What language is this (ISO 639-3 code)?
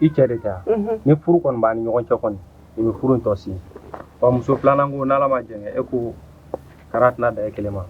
bam